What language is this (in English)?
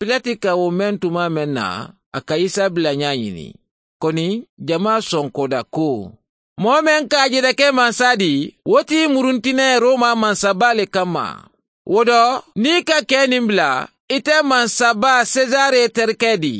Mandingo